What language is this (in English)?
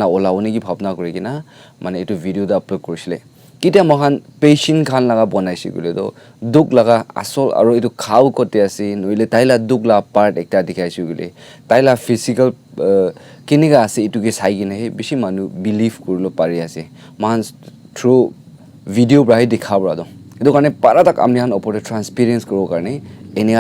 Naga Pidgin